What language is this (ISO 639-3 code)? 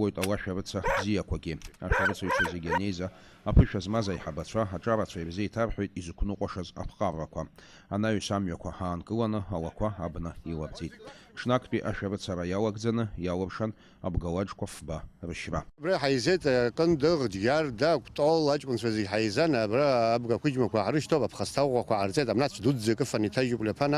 abk